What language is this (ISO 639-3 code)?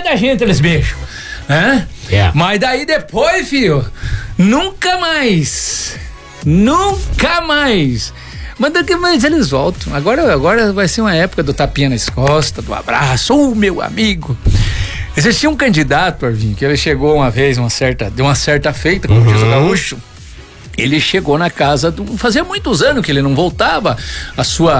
por